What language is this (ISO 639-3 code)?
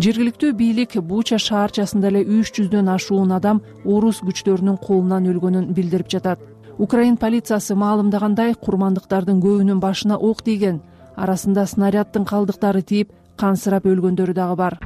kir